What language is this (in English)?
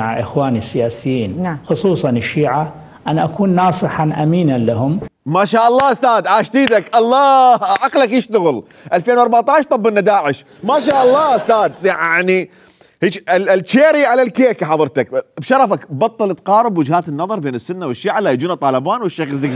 Mesopotamian Arabic